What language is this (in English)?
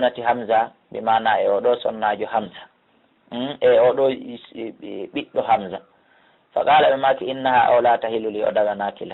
Pular